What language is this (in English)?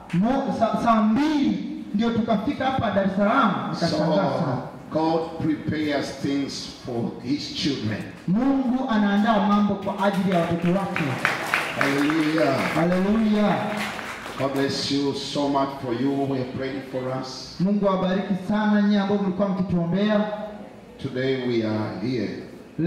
Swahili